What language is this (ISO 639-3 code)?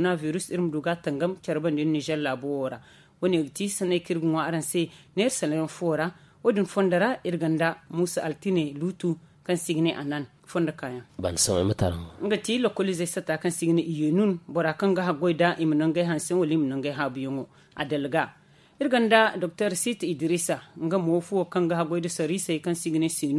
dje